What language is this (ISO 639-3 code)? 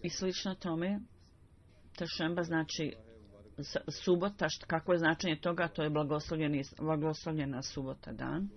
bos